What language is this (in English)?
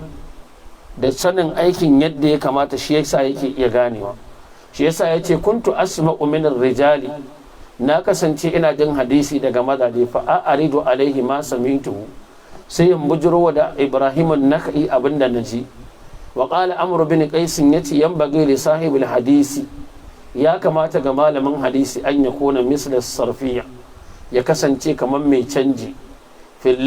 Hausa